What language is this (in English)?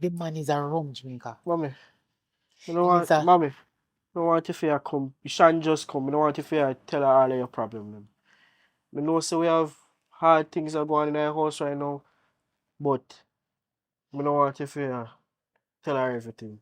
Jamaican Creole English